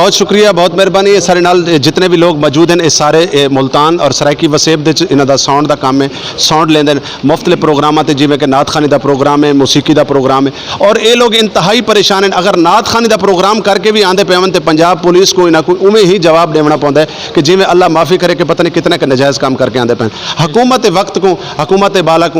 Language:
Saraiki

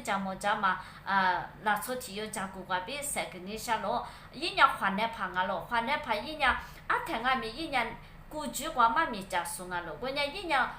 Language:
Lisu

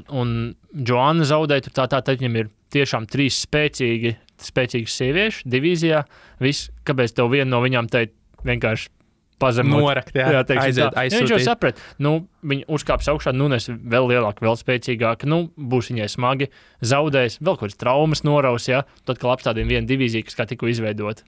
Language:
Latvian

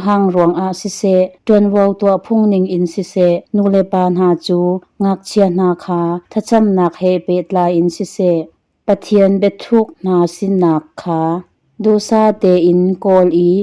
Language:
Hakha Chin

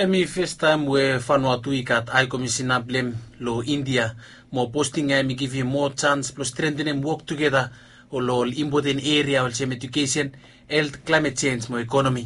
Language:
Bislama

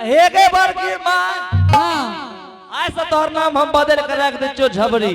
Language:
Angika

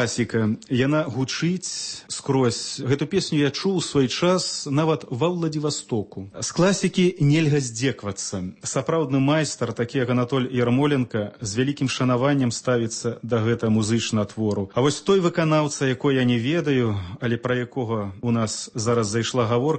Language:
Belarusian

